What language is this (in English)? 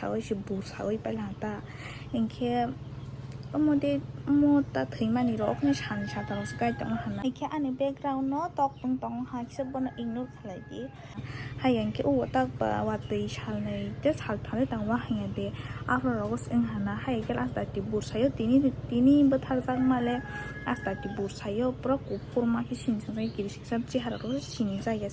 Kok Borok